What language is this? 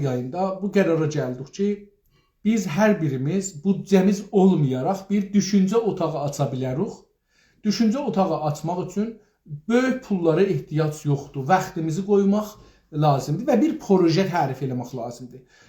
South Azerbaijani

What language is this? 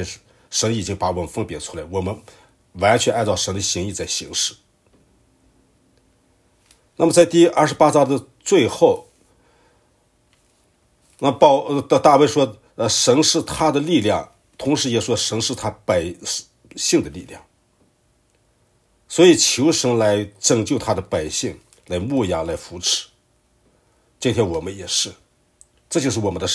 Chinese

